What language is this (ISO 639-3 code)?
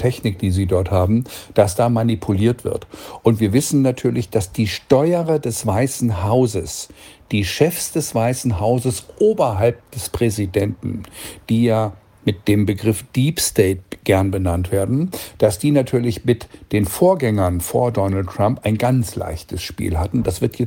deu